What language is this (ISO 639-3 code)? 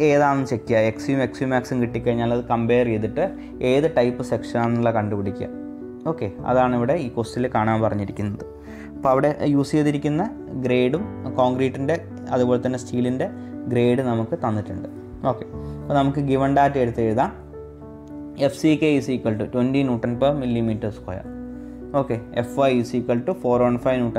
mal